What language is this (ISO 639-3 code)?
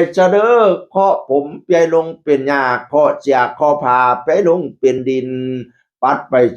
tts